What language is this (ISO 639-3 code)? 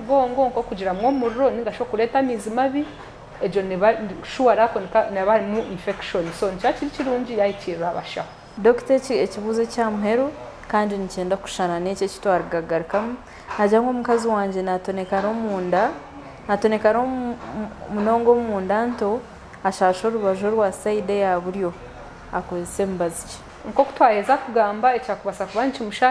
nyn